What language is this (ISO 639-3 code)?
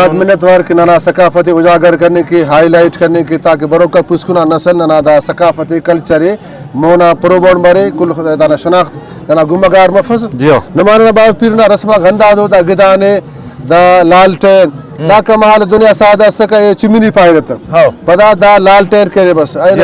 brh